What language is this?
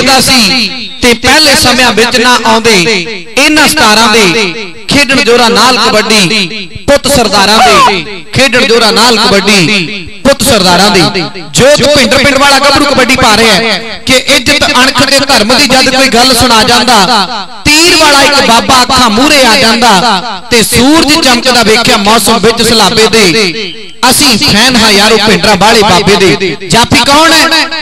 Punjabi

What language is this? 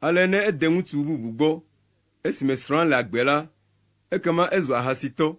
Ewe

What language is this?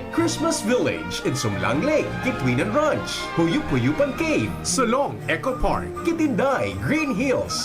Bikol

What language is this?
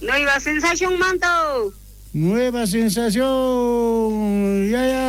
South Bolivian Quechua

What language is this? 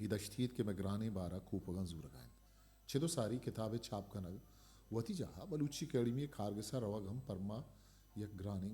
Eastern Balochi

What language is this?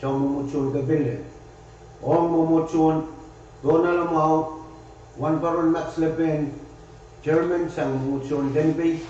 Pohnpeian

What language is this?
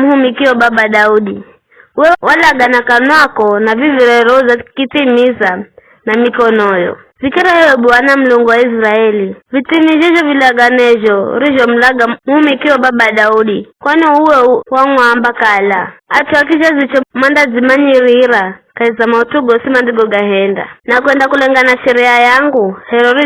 Giryama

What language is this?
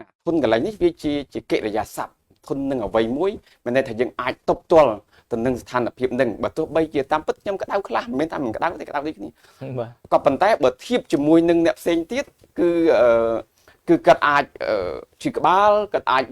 Khmer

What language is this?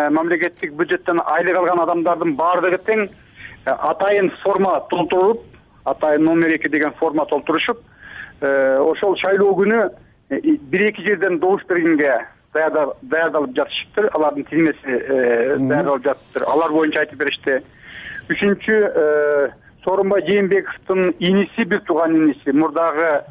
Kyrgyz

